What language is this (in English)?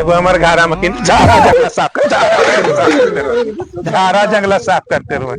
Magahi